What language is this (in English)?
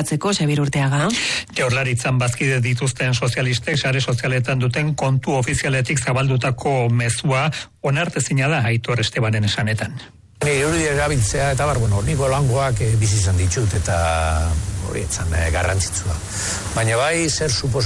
Basque